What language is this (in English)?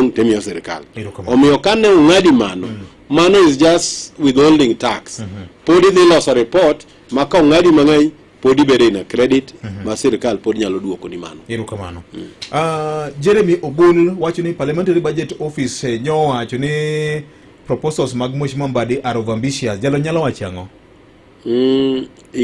Luo (Kenya and Tanzania)